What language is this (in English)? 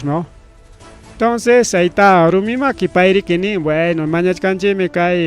Ayacucho Quechua